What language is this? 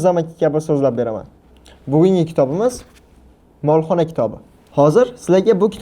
Uzbek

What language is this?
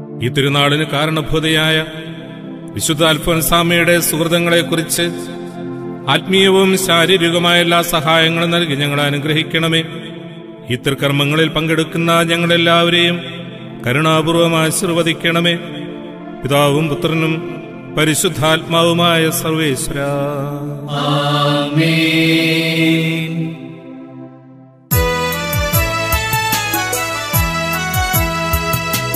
Malayalam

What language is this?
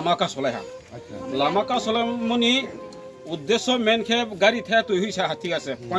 Riang (India)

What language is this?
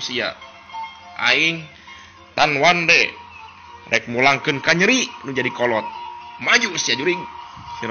Sundanese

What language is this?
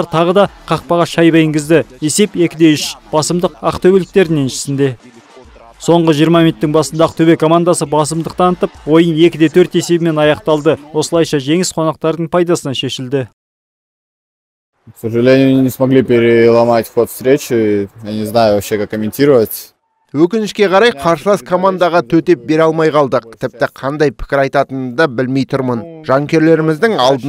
Kazakh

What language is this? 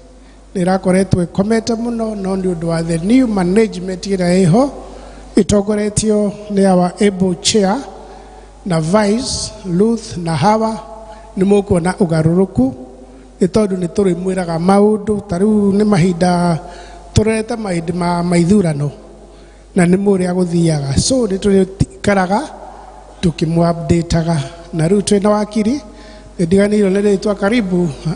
Kikuyu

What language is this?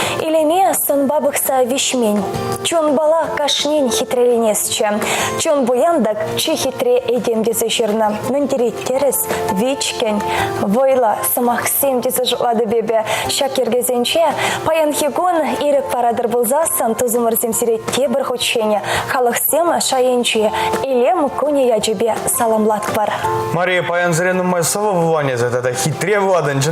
Chuvash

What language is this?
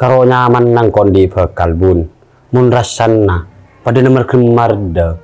Madurese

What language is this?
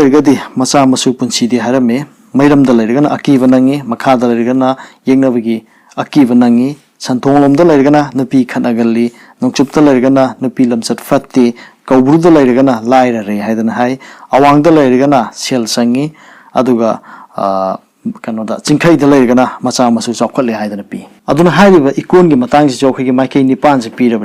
Manipuri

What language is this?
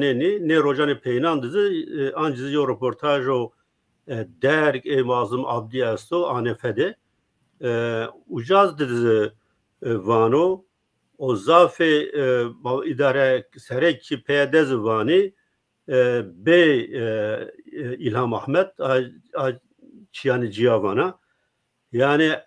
Zaza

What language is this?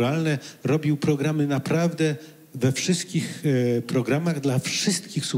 Polish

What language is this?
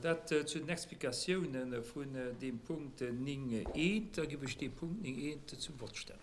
Luxembourgish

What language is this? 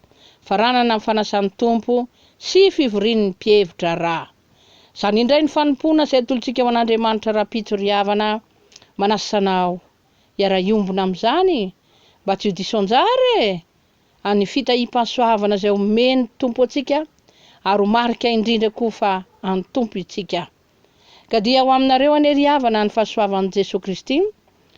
Malagasy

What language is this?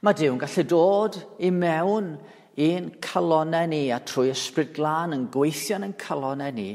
Welsh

